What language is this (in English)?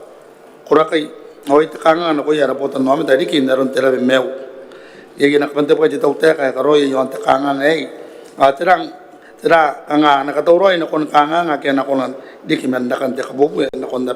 Gilbertese